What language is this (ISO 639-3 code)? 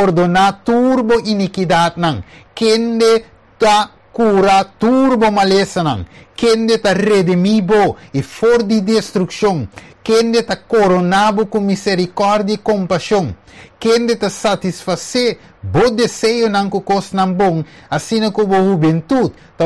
pap